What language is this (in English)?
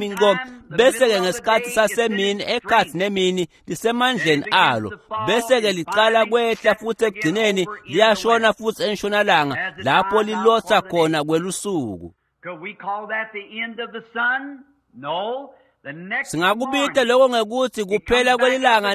Swati